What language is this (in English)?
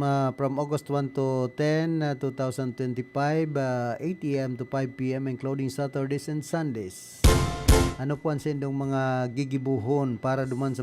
Bikol